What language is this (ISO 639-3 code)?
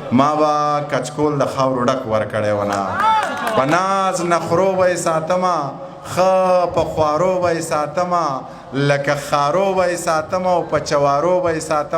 pus